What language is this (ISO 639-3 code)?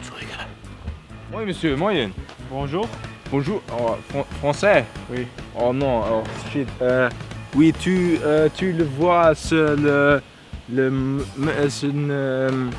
ltz